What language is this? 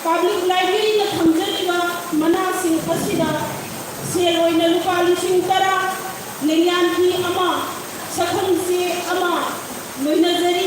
Manipuri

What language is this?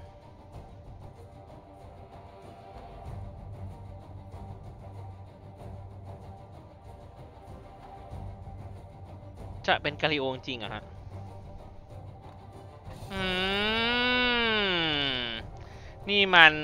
Thai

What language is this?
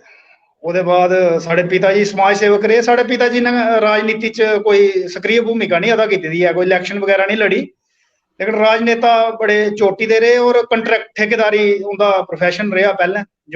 Dogri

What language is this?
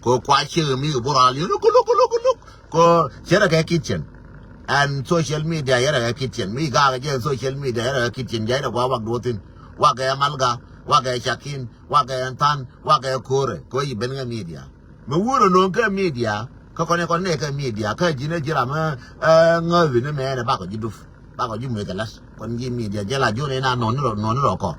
Nuer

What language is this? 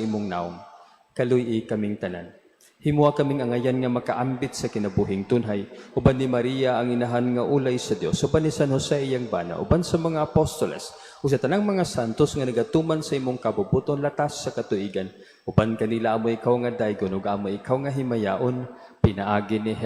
Cebuano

